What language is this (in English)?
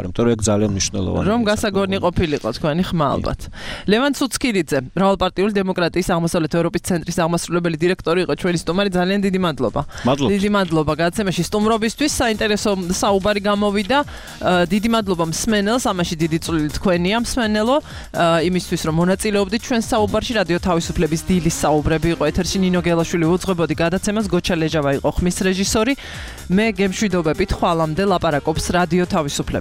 Georgian